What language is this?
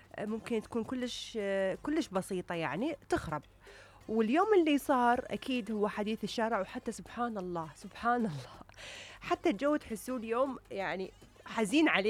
Mesopotamian Arabic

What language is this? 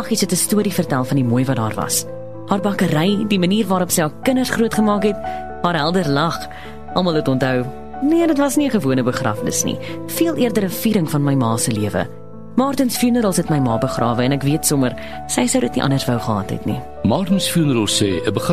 Afrikaans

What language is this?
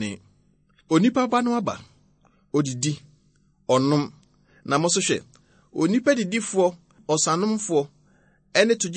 Akan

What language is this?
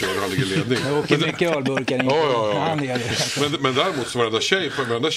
Swedish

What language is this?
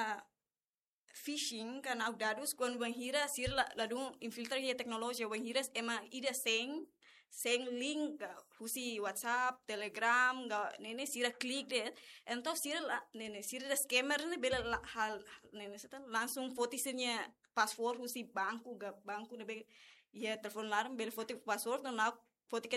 Tetum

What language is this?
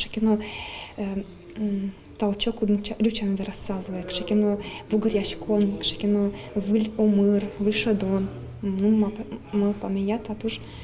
Udmurt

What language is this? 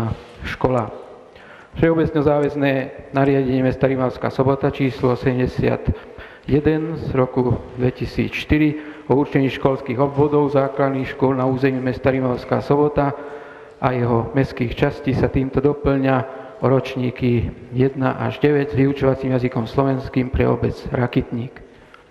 Slovak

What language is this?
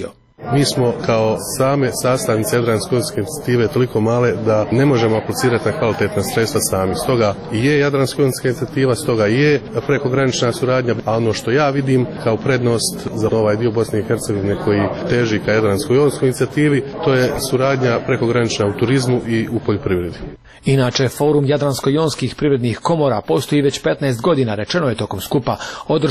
Croatian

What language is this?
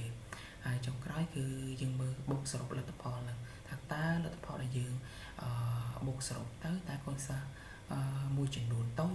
Khmer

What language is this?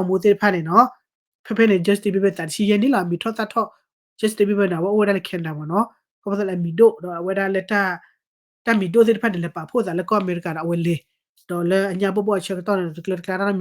S'gaw Karen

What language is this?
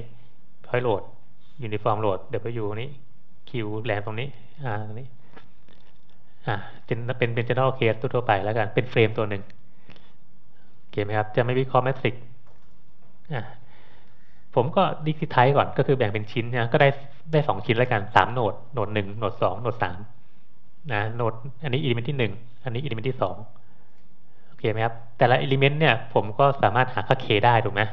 Thai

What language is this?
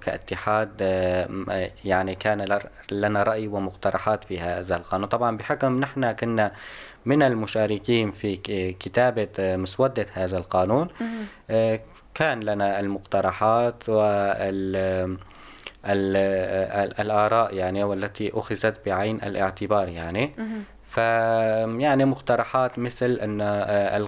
North Levantine Arabic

